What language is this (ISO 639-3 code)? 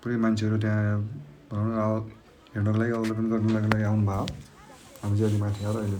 nep